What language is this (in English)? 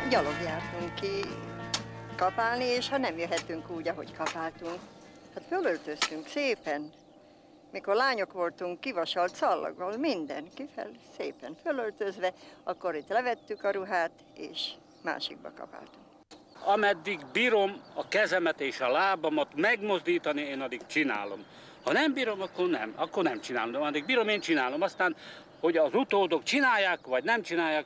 Hungarian